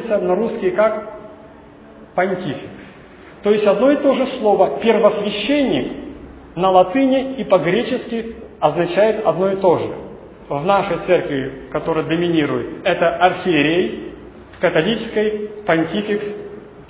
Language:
Russian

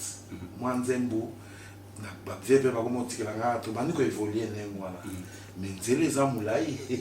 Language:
Lingala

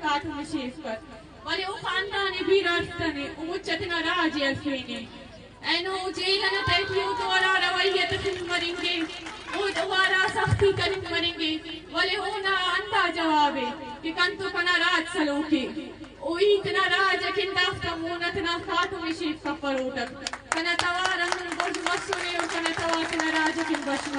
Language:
Brahui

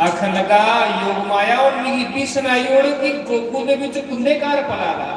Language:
Dogri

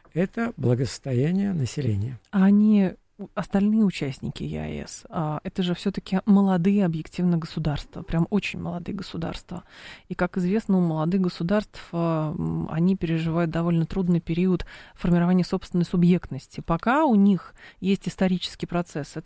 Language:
Russian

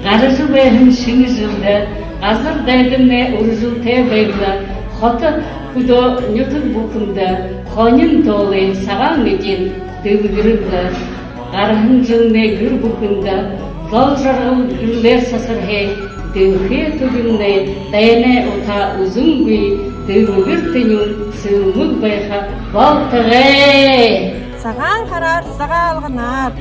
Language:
Buriat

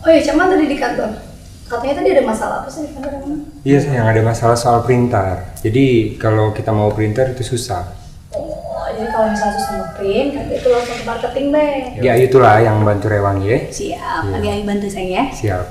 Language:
Musi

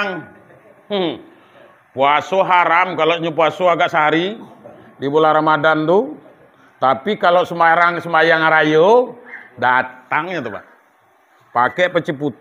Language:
Minangkabau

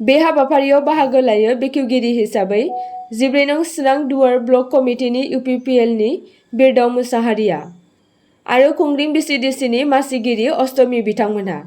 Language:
Bodo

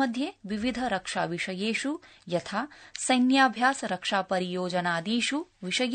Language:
Sanskrit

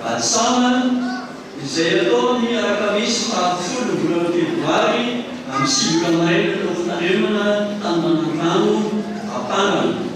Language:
Malagasy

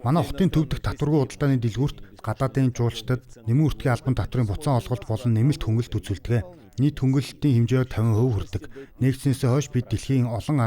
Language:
Mongolian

